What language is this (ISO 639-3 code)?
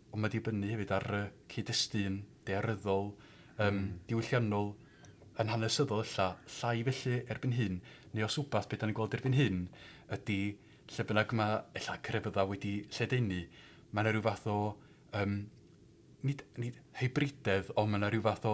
cym